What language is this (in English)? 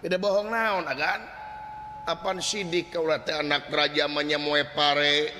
Sundanese